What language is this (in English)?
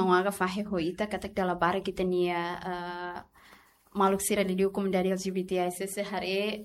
Tetum